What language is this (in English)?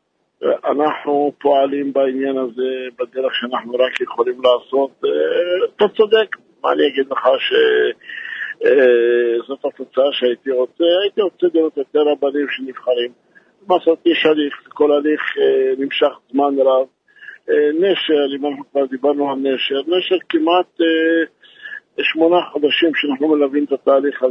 Hebrew